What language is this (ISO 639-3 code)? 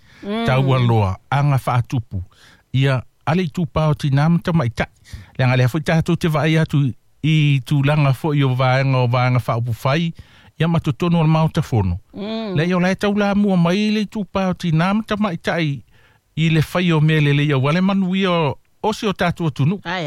smo